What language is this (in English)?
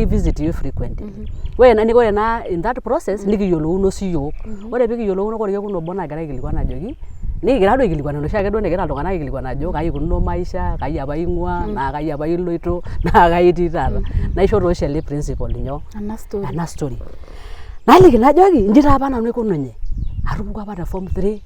Masai